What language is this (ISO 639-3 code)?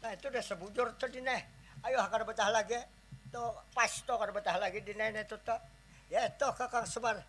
bjn